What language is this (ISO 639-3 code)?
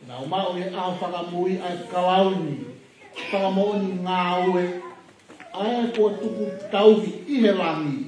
ton